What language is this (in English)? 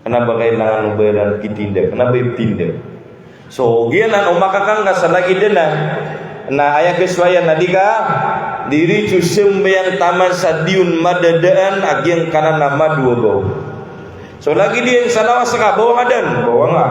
Maranao